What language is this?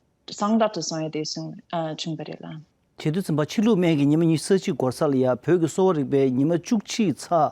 Tibetan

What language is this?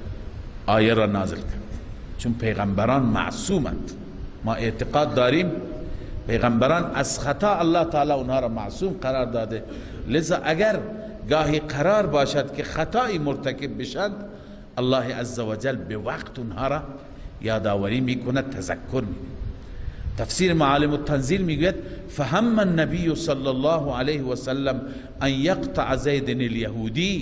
Persian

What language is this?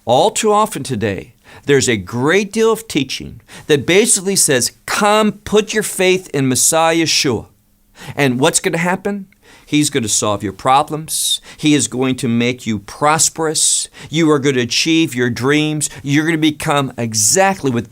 English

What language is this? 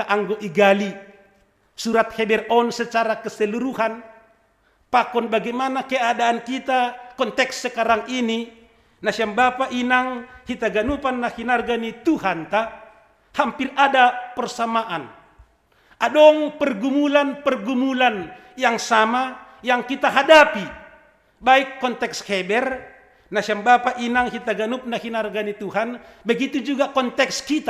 Batak Simalungun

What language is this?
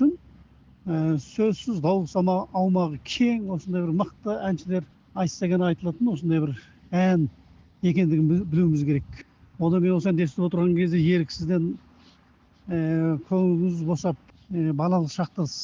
Kazakh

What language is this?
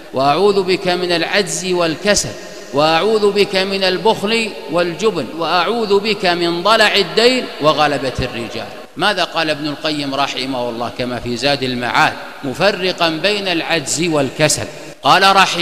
Arabic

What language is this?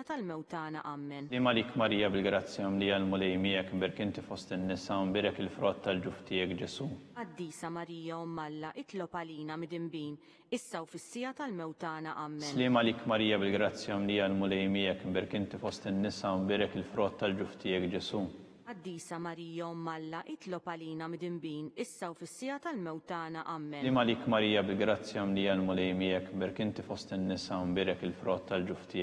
Maltese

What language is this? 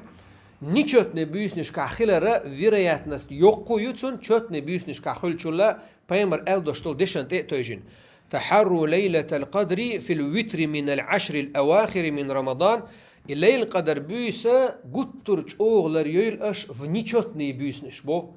Chechen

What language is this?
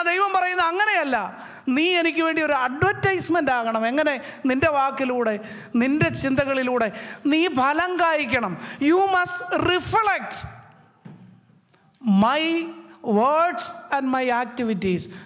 Malayalam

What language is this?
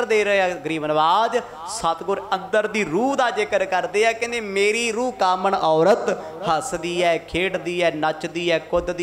Punjabi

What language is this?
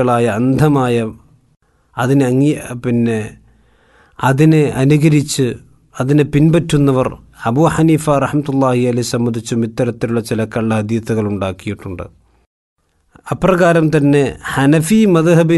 Malayalam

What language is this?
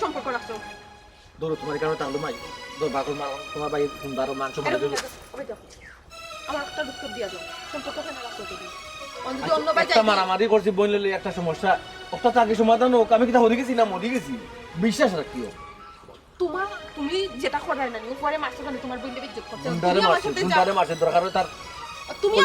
Sylheti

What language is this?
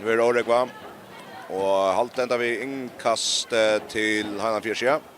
Faroese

